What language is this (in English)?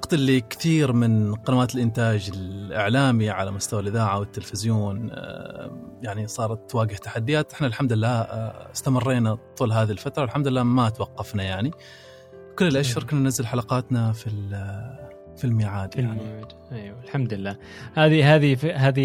Gulf Arabic